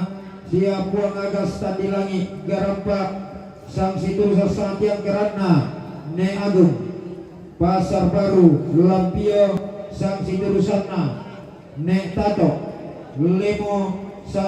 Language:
Toraja-Sa'dan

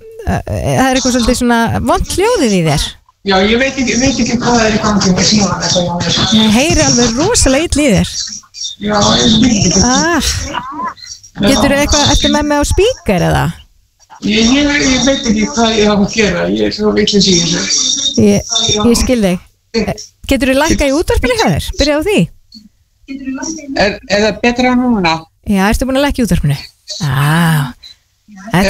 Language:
Icelandic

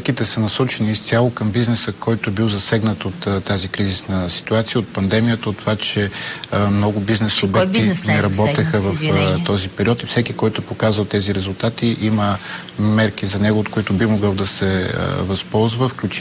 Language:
Bulgarian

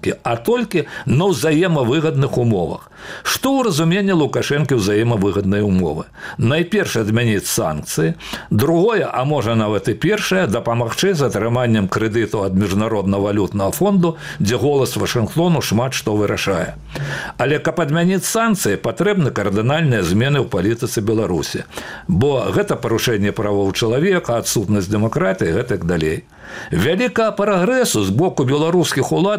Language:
Belarusian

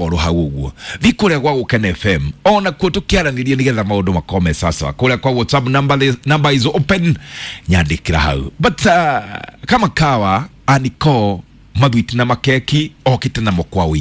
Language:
Kikuyu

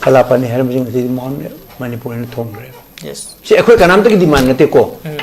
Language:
Manipuri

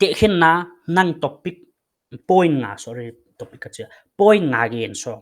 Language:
Paite Chin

